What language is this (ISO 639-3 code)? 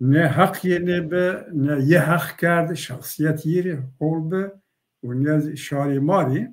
zza